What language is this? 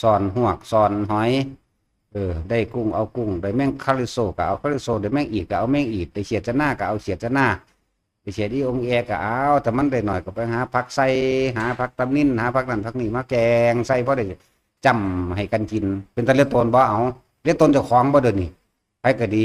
Northeastern Thai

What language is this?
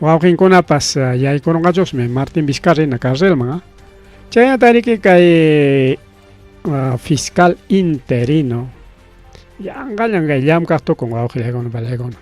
Ayacucho Quechua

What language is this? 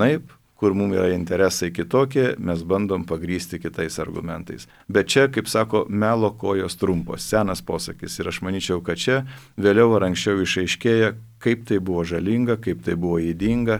Lithuanian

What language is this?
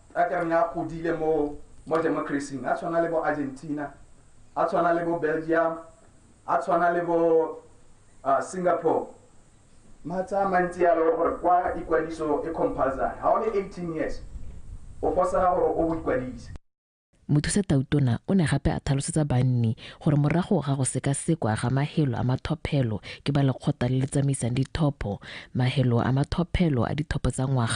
Tswana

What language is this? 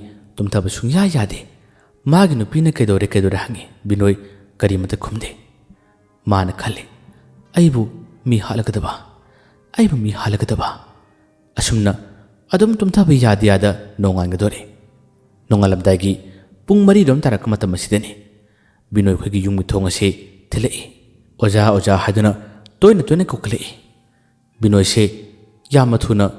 Manipuri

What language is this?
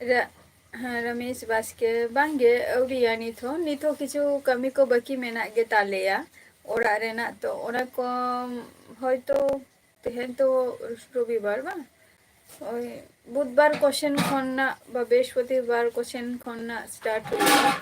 Santali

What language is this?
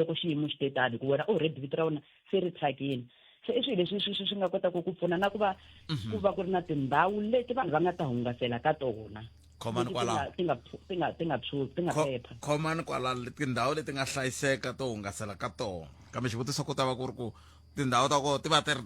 Tsonga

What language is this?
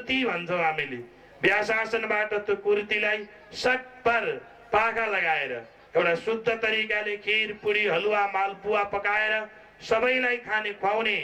Nepali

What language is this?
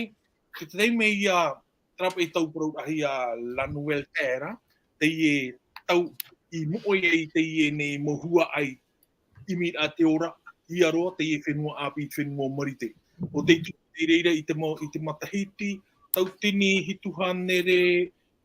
Tahitian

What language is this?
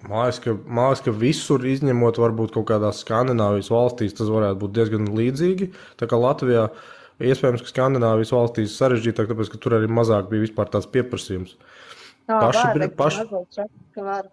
Latvian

